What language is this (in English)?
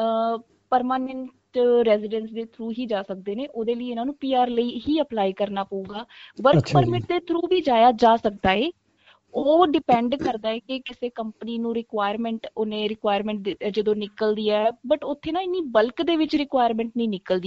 Punjabi